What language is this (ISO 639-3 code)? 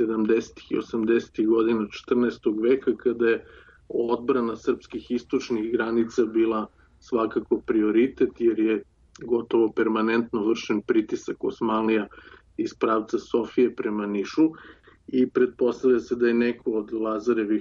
srp